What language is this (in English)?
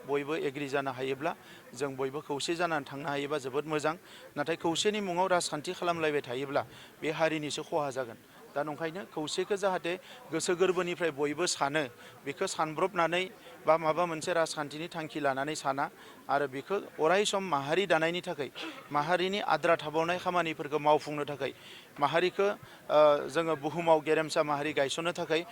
Bodo